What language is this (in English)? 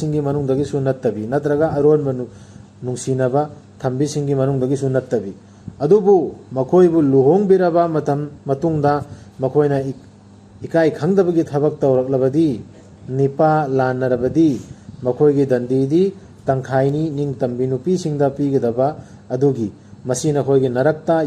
Manipuri